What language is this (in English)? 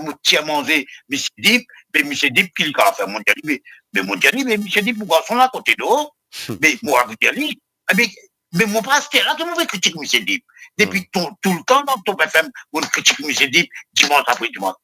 Morisyen